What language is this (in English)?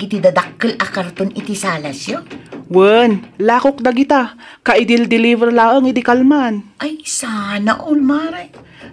Iloko